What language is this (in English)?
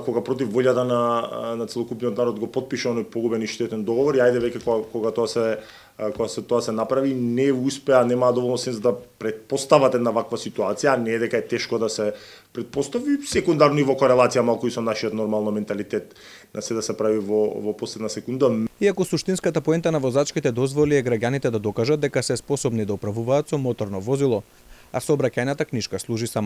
Macedonian